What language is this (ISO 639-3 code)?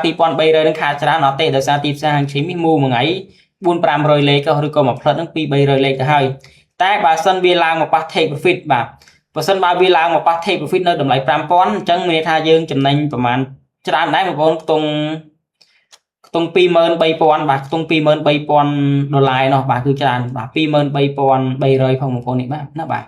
khm